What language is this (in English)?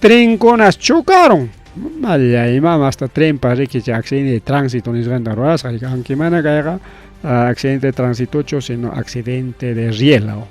Ayacucho Quechua